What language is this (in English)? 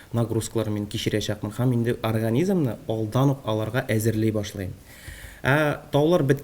Tatar